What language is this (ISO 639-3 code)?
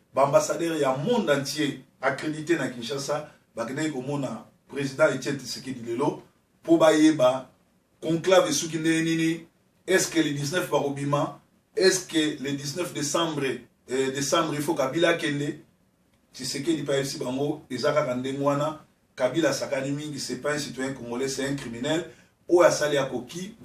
lin